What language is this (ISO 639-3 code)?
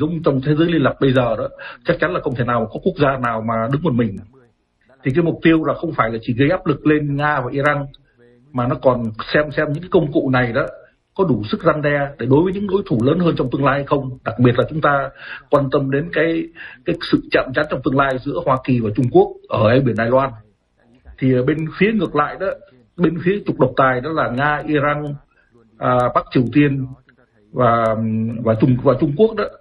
vie